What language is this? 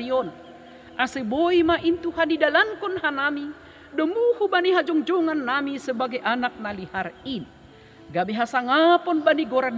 Batak Simalungun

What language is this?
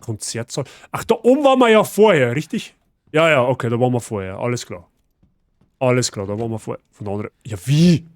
Bavarian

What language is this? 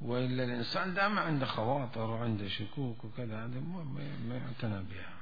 Mesopotamian Arabic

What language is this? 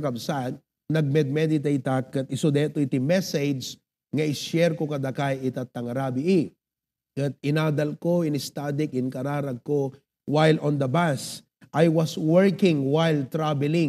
Iloko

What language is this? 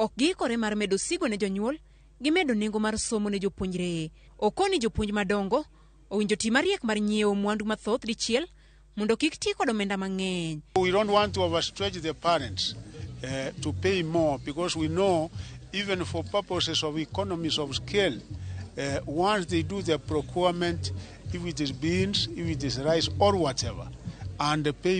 Luo (Kenya and Tanzania)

